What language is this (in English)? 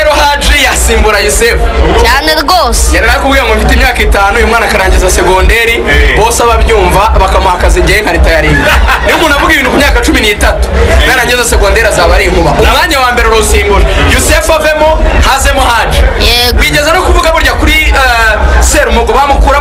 Kinyarwanda